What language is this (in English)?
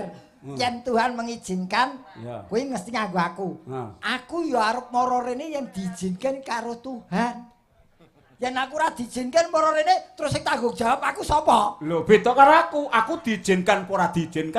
Javanese